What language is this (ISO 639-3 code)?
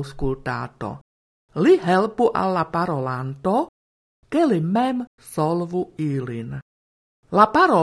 epo